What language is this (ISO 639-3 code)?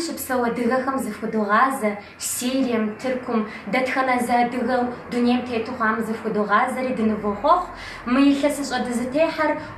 kbd